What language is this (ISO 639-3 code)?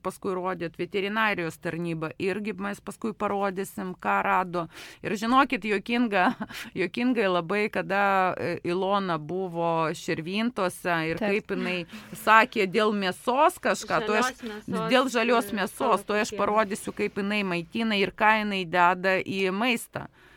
lit